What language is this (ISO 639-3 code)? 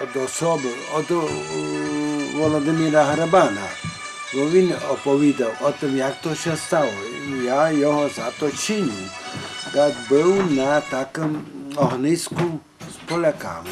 rue